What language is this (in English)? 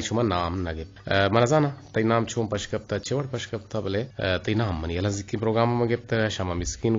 Eastern Balochi